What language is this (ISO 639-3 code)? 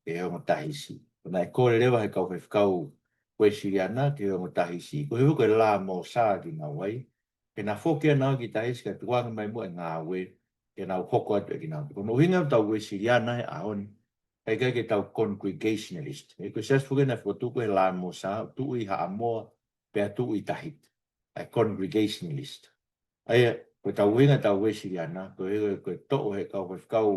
ton